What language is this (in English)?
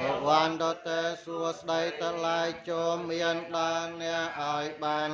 Khmer